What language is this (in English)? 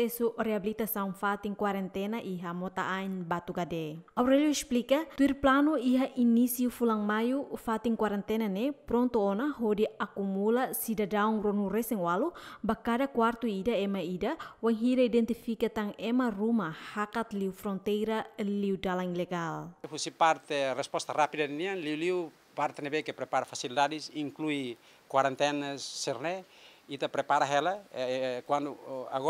Tetum